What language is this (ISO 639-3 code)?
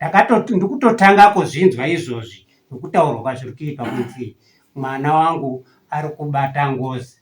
sna